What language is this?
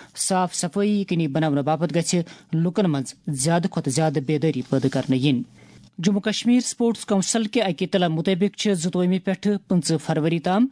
Kashmiri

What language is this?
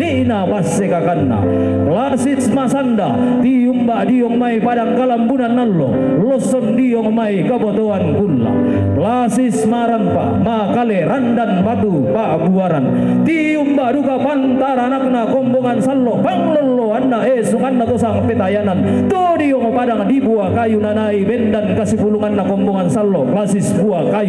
Toraja-Sa'dan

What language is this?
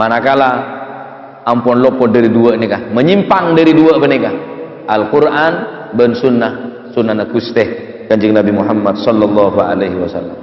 Madurese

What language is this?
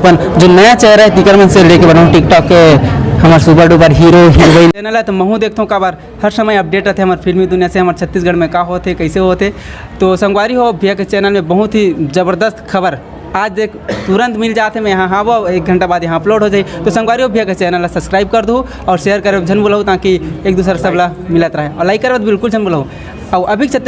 Chhattisgarhi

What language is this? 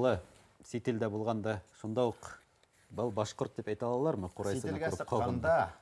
Bashkir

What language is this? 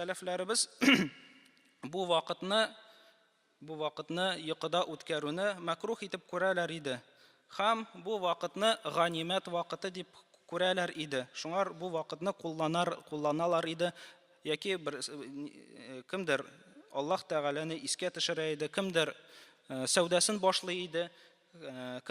Tatar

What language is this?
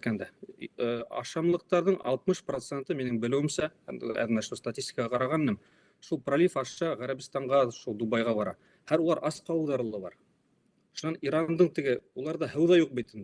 Bashkir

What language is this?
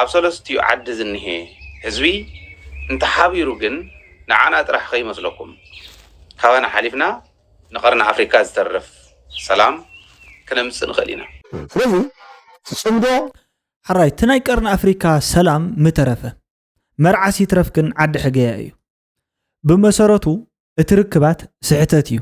Tigrinya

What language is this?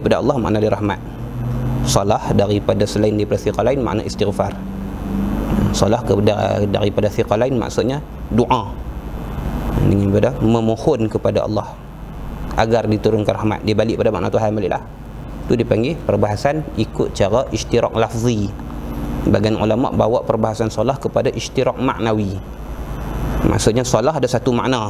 Malay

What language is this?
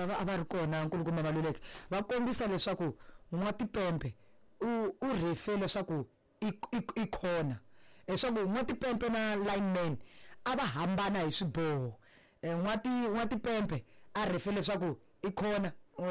Tsonga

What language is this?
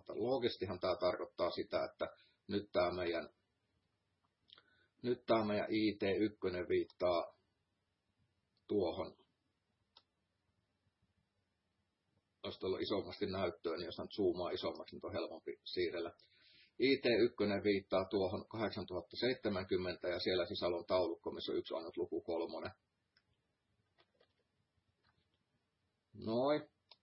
Finnish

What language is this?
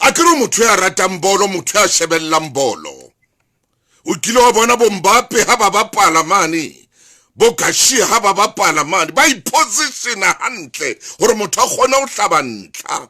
Southern Sotho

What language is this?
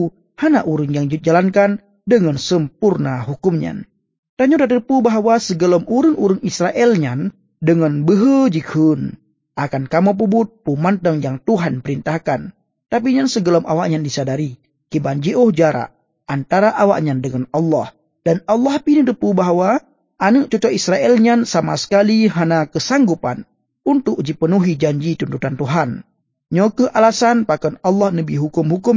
Achinese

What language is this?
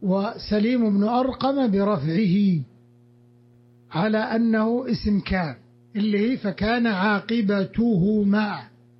Arabic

